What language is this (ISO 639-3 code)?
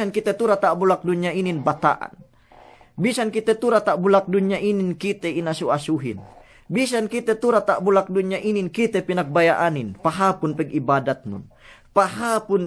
yka